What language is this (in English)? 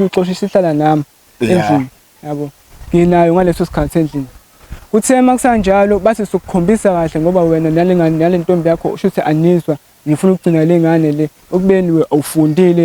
Zulu